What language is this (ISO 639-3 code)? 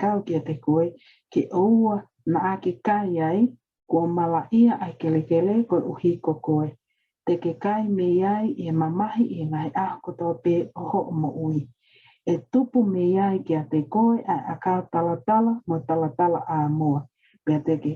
ton